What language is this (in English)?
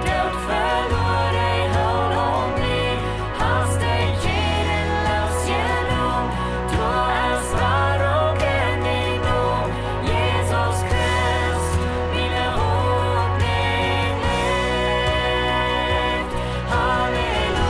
Plautdietsch